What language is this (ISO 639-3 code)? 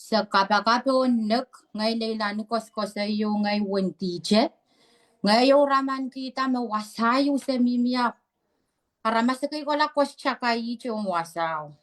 pon